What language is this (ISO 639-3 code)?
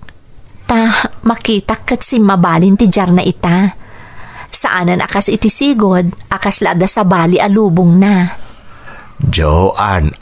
ilo